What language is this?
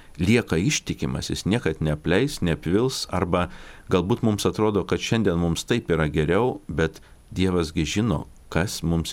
Lithuanian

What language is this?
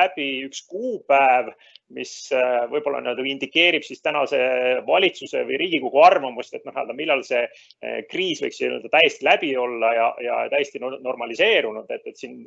Estonian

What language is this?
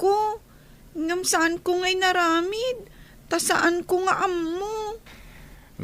Iloko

